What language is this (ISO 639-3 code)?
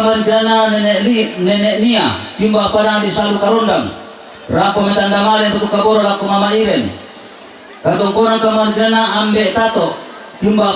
sda